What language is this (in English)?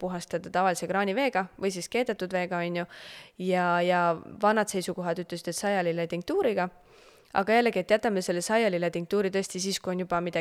Estonian